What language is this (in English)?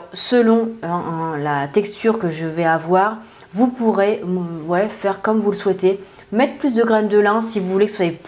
French